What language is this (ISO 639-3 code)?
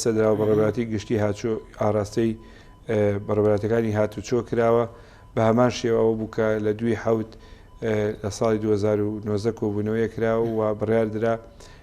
ckb